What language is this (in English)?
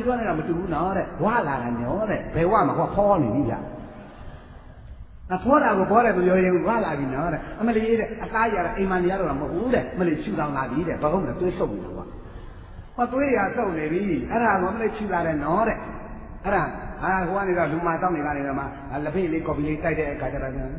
Burmese